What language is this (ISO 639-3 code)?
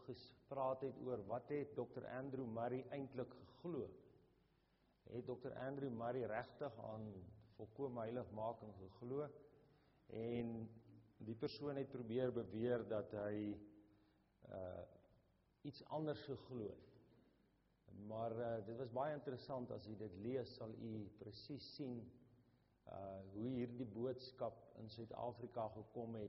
afr